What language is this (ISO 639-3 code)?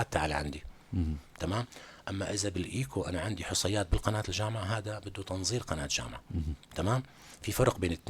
apc